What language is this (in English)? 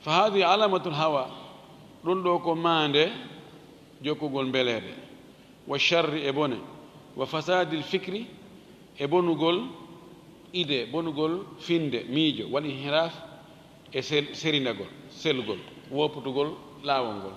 Fula